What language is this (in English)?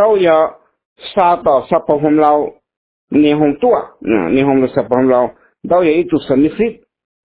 Hmong